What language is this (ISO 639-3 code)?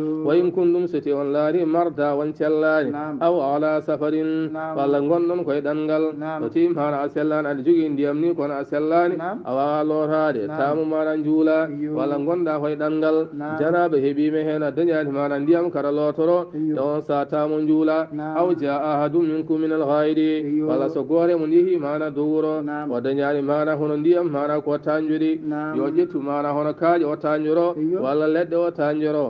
ful